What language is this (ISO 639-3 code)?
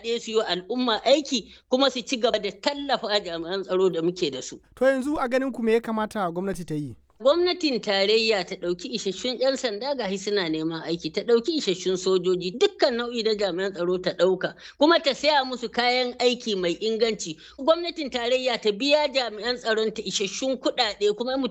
hau